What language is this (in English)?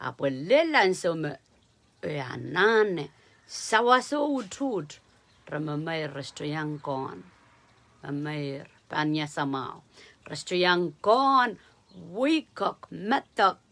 Pohnpeian